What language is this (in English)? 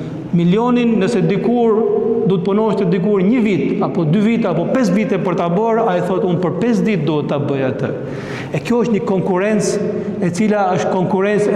Albanian